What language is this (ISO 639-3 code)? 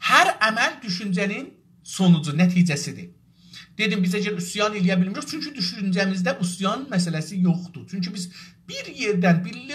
azb